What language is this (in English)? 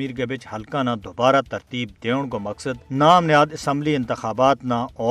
Gujari